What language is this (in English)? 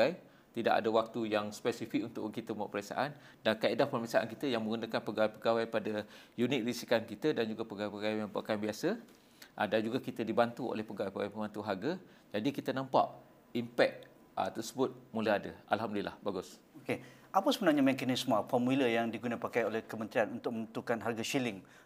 Malay